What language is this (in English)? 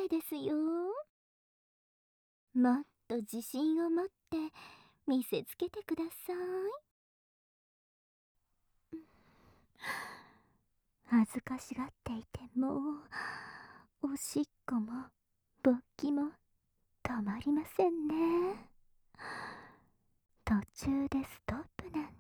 Japanese